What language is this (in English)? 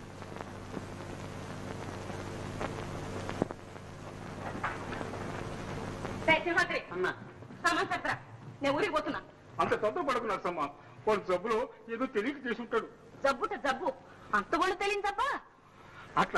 Telugu